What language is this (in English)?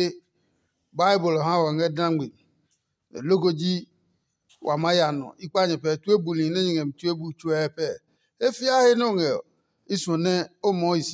Adangme